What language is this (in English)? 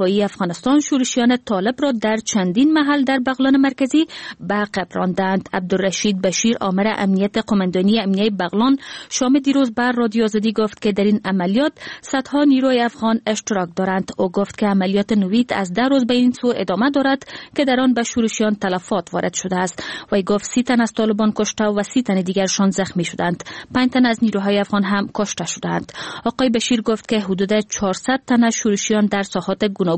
Persian